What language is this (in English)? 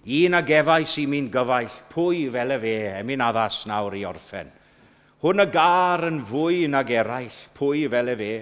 Welsh